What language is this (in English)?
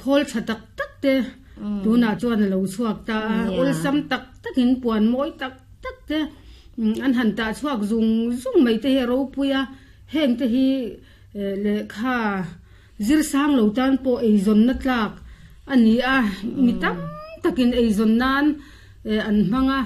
Mizo